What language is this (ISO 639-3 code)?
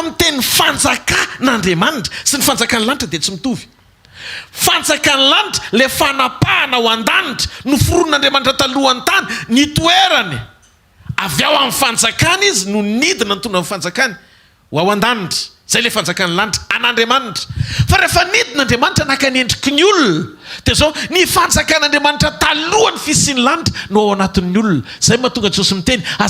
mlg